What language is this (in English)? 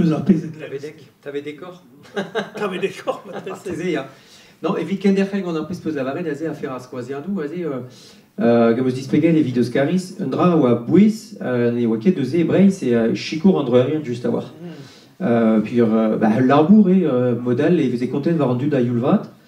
Breton